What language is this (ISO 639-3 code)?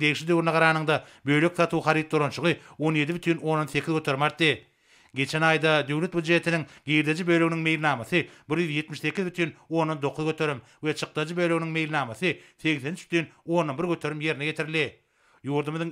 tuk